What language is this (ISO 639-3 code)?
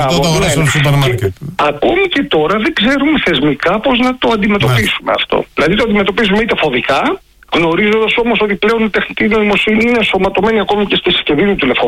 ell